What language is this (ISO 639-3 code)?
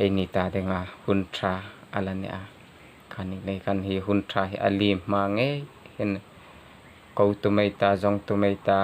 hmr